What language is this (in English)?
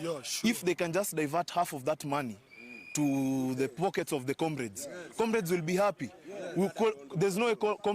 Gusii